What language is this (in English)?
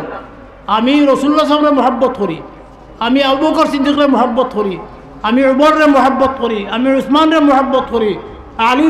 Sylheti